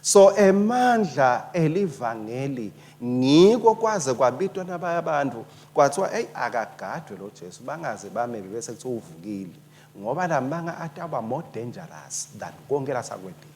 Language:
Swati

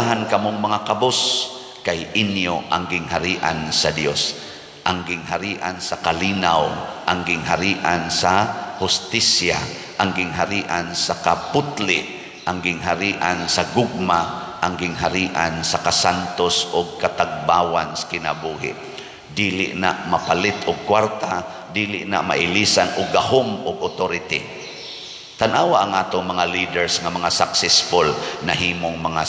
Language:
Cebuano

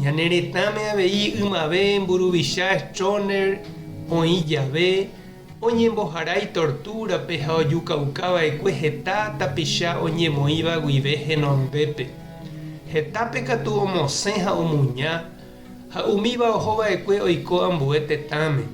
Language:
Guarani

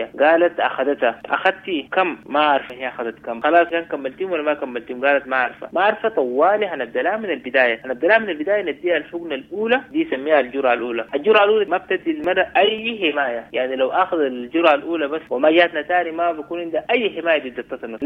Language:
Sudanese Arabic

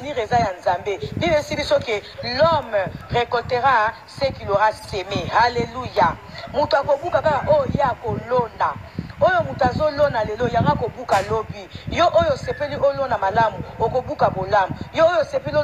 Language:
Lingala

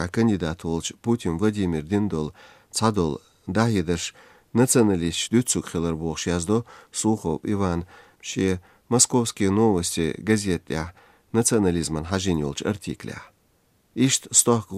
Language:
Chechen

